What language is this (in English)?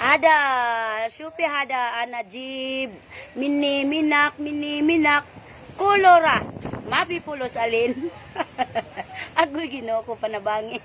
Cebuano